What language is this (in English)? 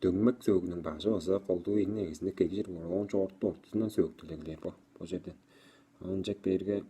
Tuvinian